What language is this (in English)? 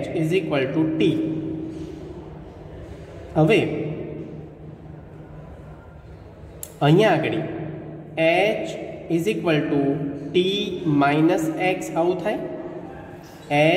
Gujarati